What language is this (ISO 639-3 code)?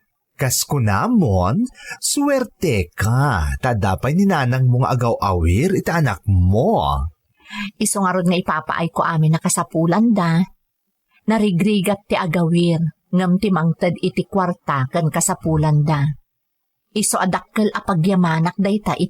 ilo